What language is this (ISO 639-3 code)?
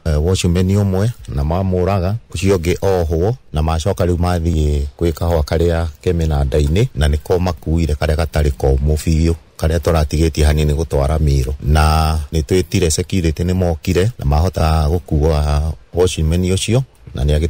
kik